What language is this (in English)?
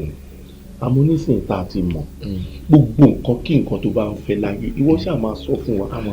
Yoruba